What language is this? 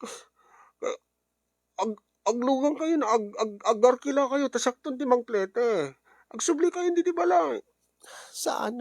Iloko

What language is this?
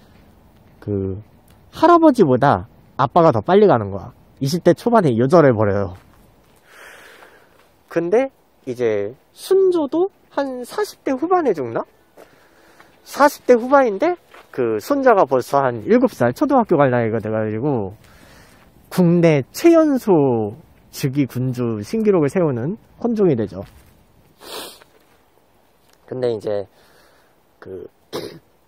Korean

